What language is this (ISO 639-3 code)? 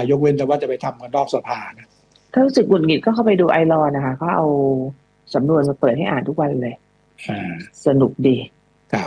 tha